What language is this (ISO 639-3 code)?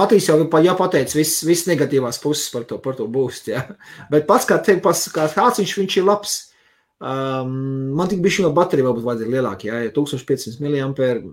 lav